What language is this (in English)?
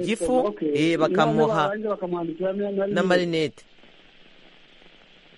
Kinyarwanda